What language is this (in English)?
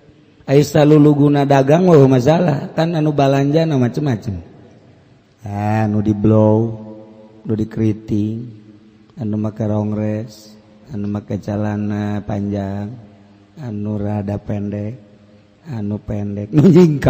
Sundanese